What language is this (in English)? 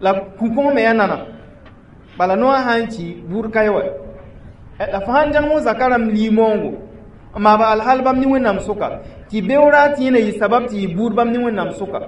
Mossi